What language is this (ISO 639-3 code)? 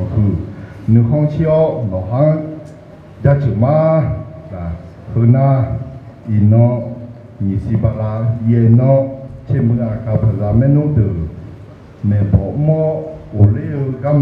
ahk